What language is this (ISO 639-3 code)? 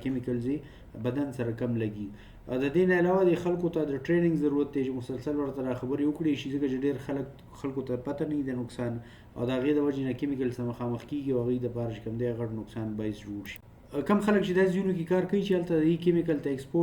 pus